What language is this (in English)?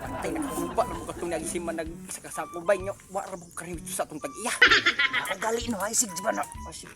Cebuano